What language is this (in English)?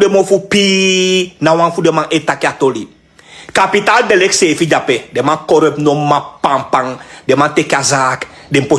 Sranan Tongo